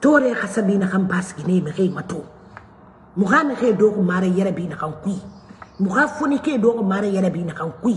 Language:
Mandingo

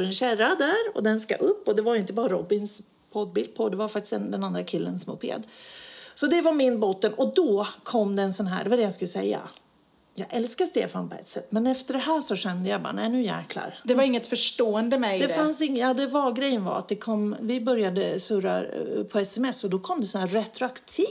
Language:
Swedish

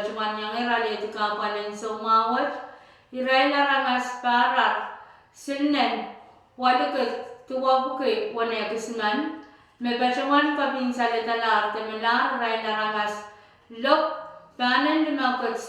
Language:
Pohnpeian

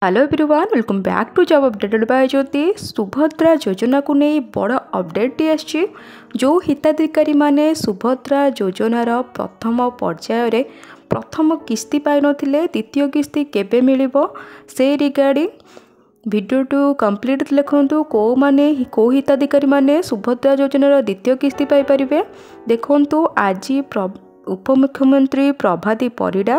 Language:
Odia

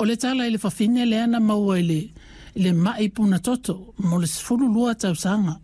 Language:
Samoan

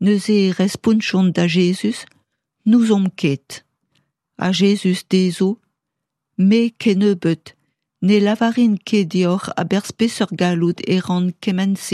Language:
Breton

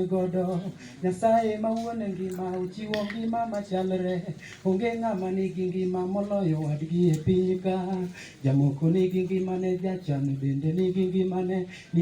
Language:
Luo (Kenya and Tanzania)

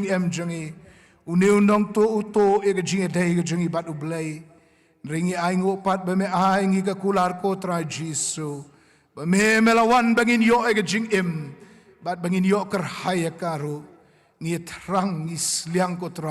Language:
Khasi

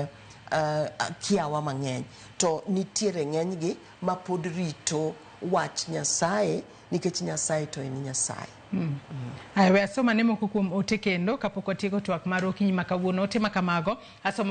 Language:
Luo (Kenya and Tanzania)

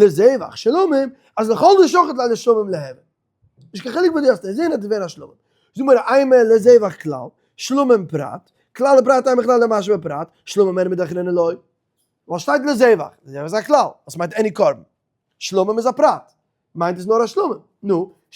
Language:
Yiddish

